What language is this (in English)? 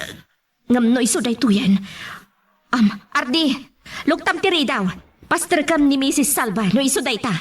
Iloko